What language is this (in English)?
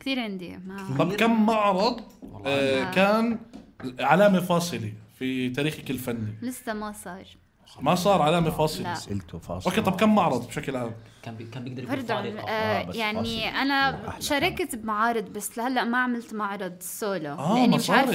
North Levantine Arabic